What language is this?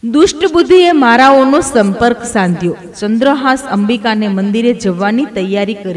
Gujarati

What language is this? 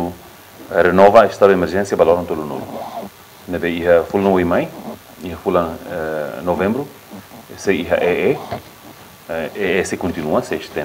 Tetum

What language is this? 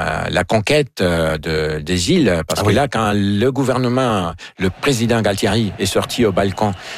French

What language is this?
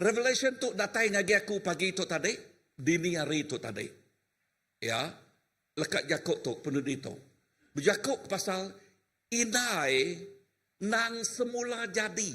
Iban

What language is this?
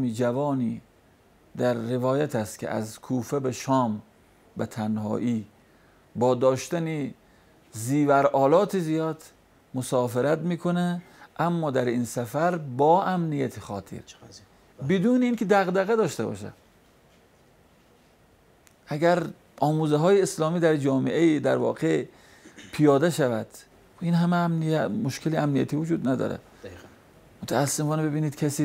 Persian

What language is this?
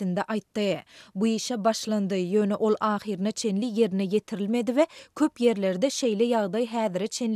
Turkmen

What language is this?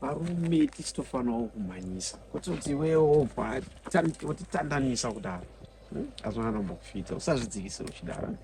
Shona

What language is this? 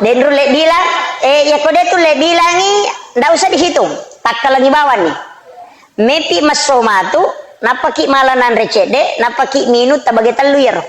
Buginese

